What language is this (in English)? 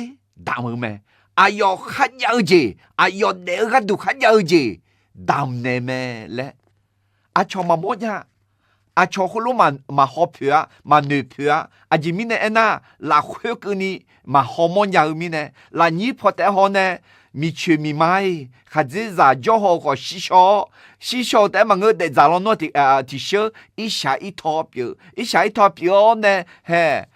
Akha